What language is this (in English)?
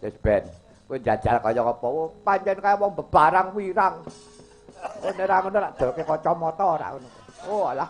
Javanese